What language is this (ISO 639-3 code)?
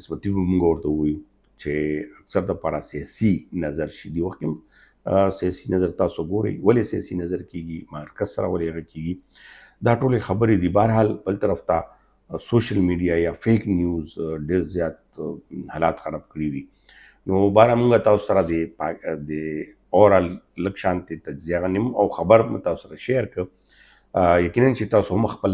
pus